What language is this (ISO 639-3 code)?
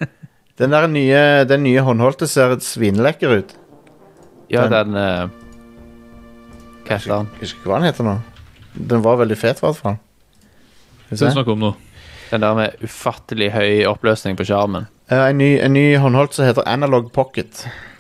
nor